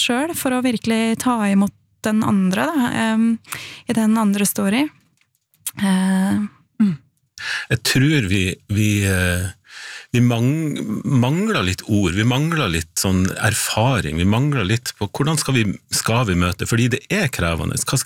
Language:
Norwegian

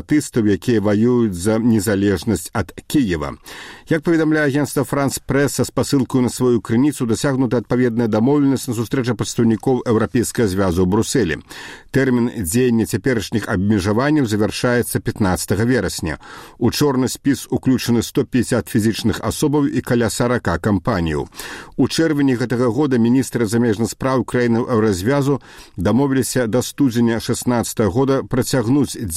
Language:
Belarusian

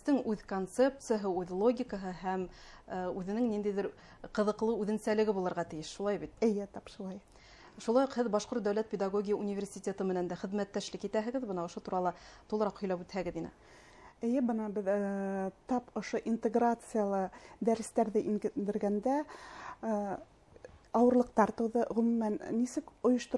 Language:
Bashkir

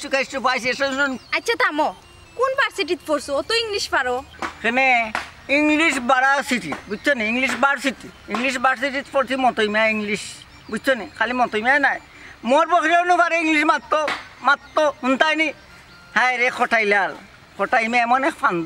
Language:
Sylheti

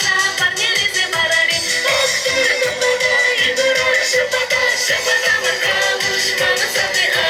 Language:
Chuvash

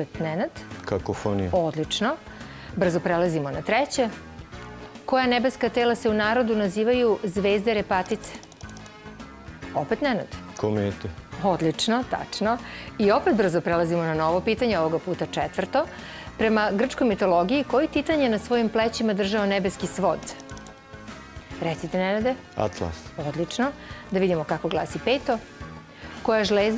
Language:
Serbian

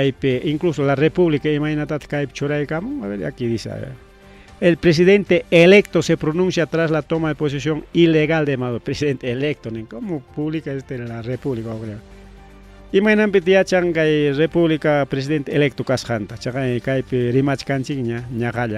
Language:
Ayacucho Quechua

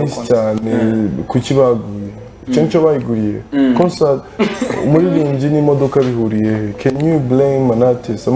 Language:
Kinyarwanda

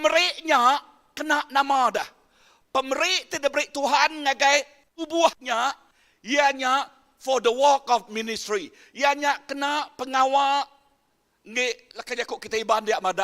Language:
Iban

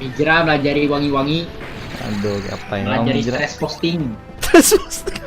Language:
Banjar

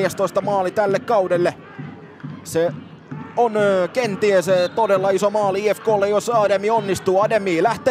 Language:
Finnish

